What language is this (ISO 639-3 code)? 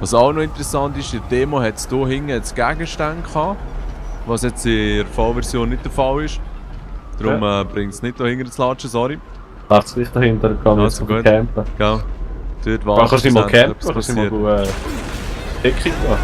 gsw